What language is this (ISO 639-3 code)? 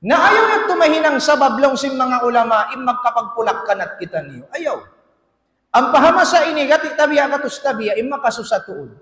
tsg